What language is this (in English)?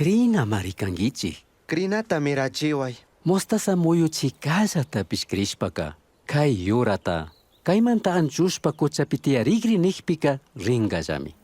Chimborazo Highland Quichua